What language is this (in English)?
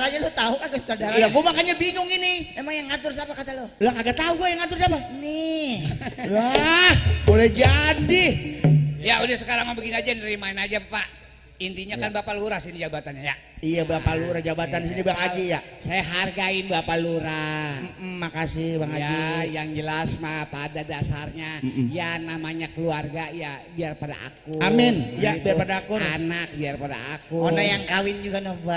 Betawi